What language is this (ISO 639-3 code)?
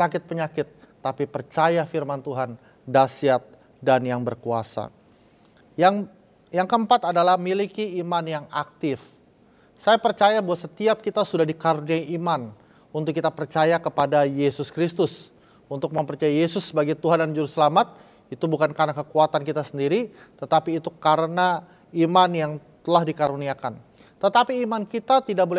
ind